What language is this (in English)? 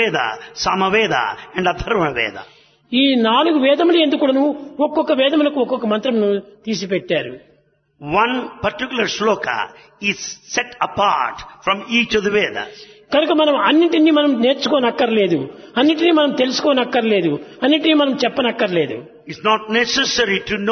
Telugu